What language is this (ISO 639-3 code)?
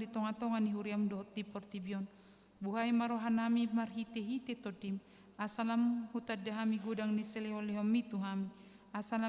bbc